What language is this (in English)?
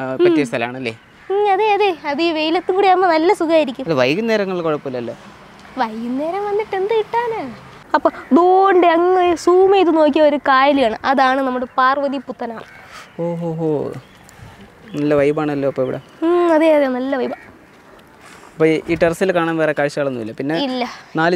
Malayalam